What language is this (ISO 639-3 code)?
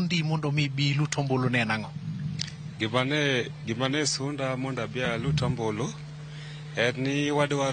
luo